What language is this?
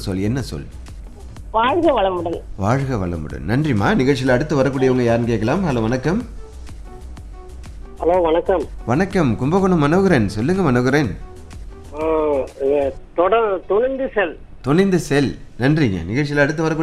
Tamil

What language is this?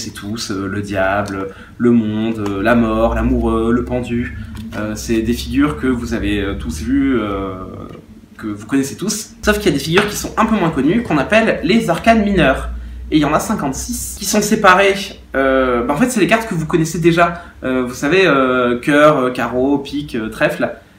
French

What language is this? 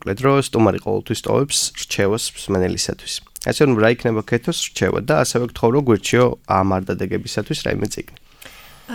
Georgian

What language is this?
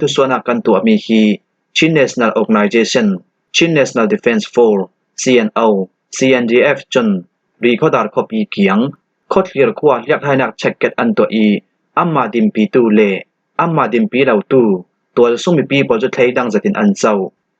Falam Chin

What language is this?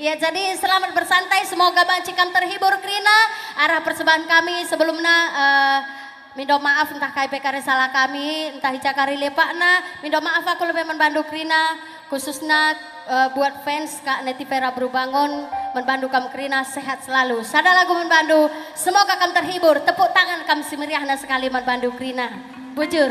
Batak Karo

